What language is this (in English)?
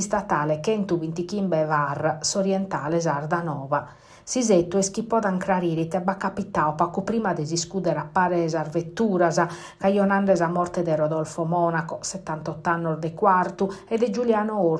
Sardinian